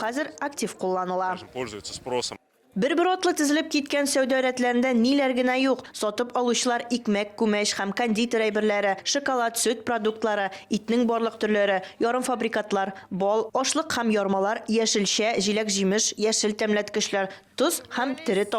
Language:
Tatar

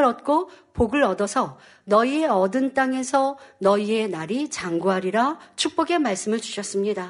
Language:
Korean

